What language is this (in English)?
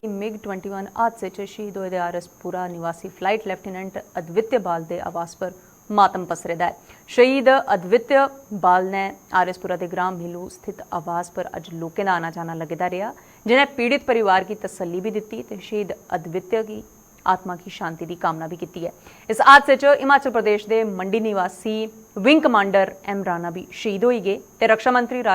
Dogri